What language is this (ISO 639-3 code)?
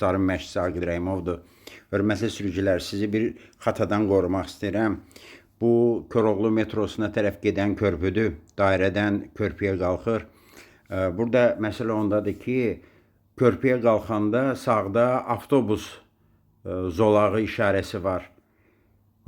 aze